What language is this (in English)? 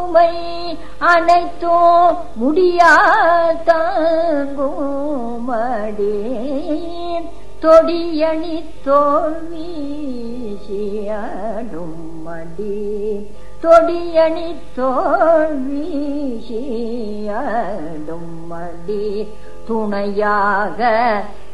Tamil